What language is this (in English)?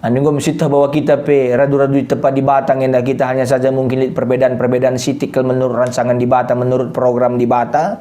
Batak Karo